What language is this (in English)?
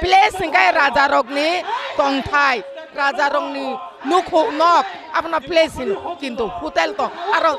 Kok Borok